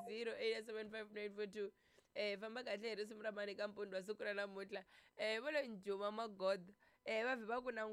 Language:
Tsonga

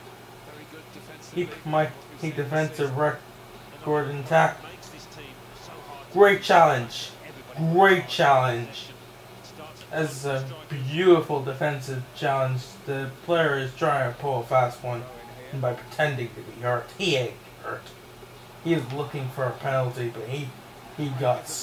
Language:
English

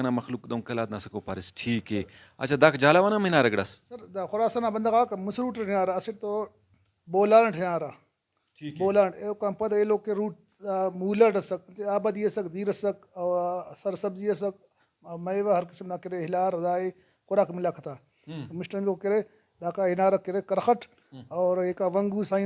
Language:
Brahui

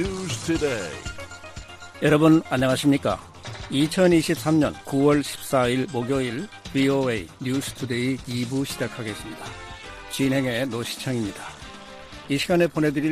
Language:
Korean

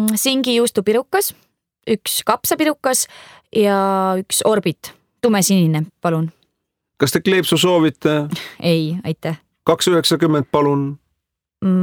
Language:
Estonian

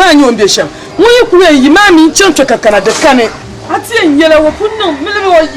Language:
Dagbani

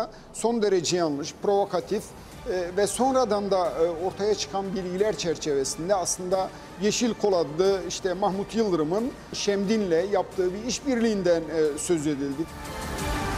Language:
Turkish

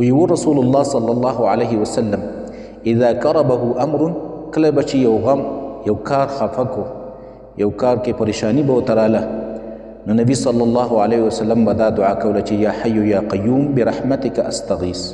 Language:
Pashto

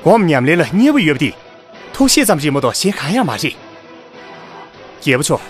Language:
Tibetan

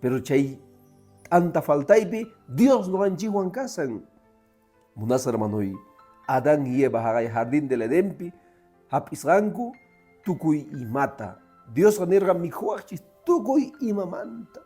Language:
Quechua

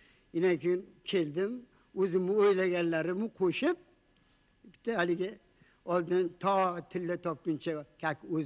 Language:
Uzbek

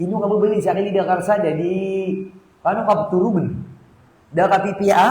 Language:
Maranao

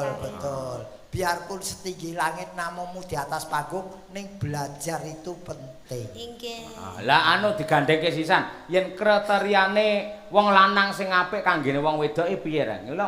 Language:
Javanese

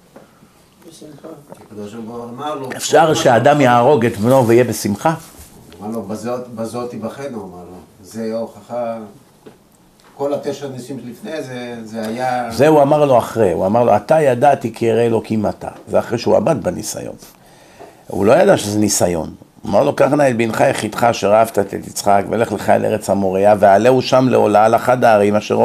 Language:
Hebrew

